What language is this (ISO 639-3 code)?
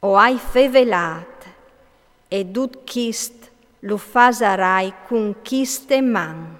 fur